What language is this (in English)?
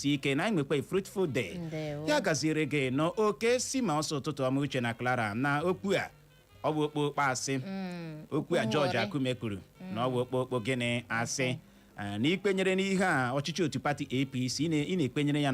Igbo